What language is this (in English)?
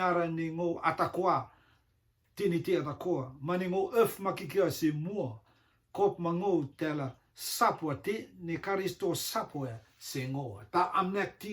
Rotuman